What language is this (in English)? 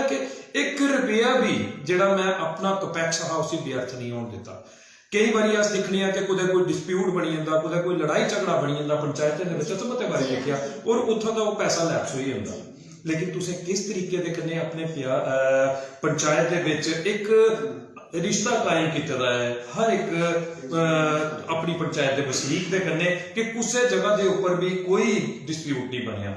Dogri